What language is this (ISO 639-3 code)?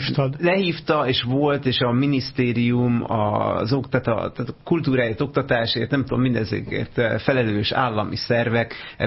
hun